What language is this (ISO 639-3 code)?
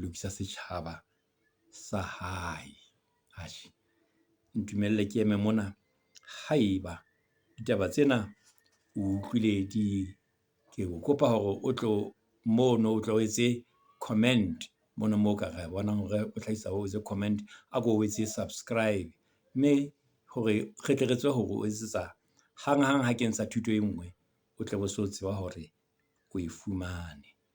sot